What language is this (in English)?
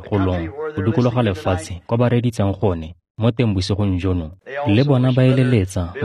Tswana